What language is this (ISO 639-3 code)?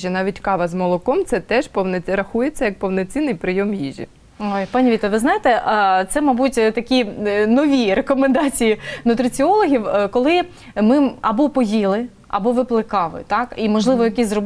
ukr